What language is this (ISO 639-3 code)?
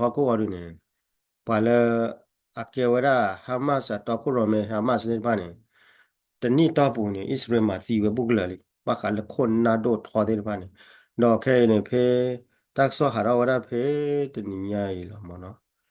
ksw